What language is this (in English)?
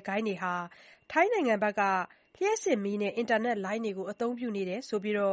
Burmese